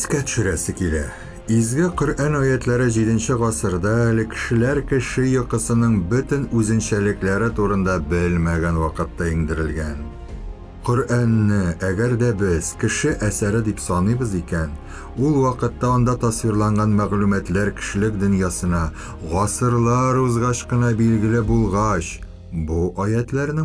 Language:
Tatar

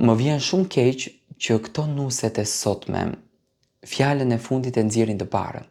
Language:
Albanian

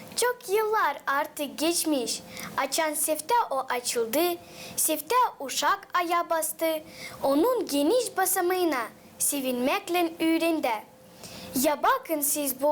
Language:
Gagauz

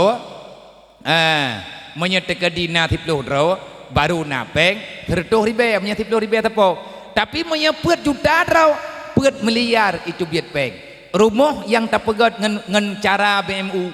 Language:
Achinese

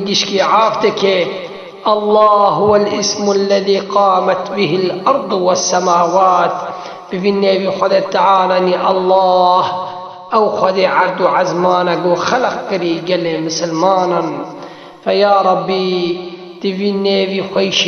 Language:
Kurdish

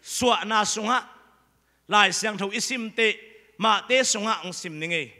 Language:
Tedim Chin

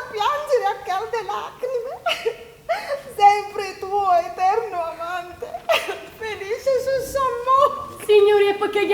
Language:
Neapolitan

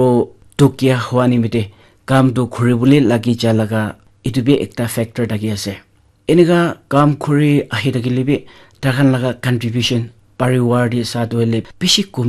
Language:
Naga Pidgin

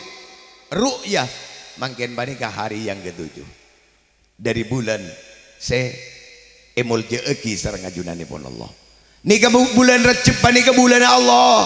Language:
Madurese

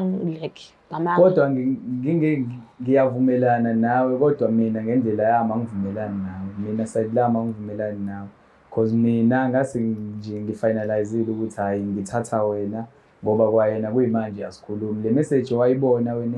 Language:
Zulu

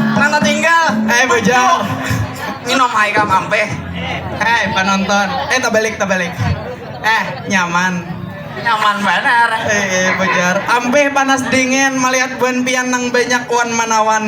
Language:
Banjar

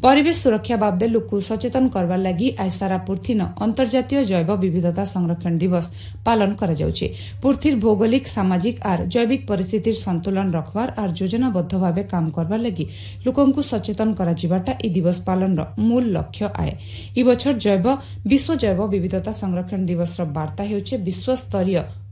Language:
Odia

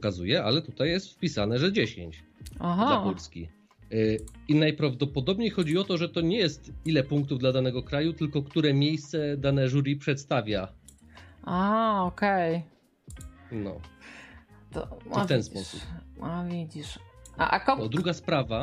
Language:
Polish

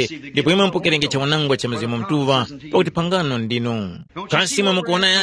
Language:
Tumbuka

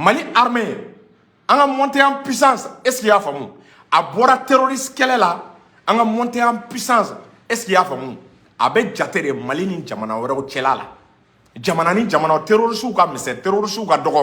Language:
Bambara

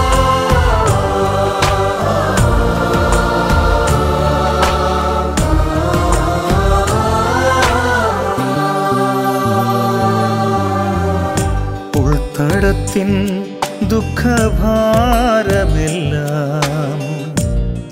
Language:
Malayalam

